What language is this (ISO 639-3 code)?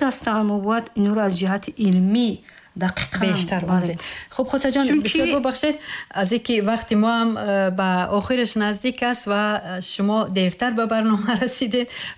tgk